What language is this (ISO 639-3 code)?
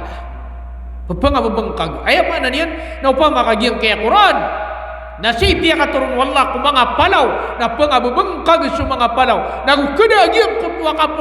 mrw